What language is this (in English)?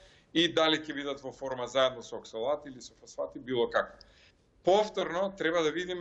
Macedonian